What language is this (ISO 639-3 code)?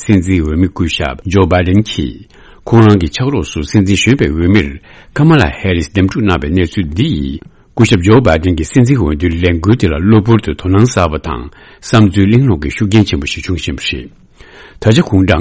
bod